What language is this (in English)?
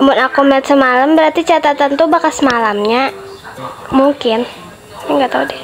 Banjar